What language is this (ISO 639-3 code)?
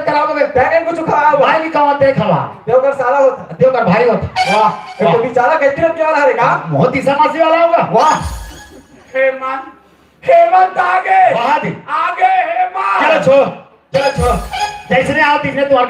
hne